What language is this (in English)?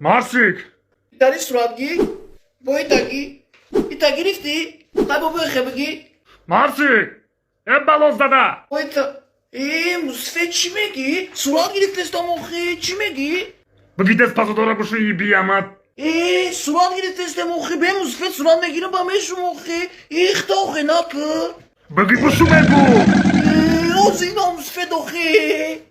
Tajik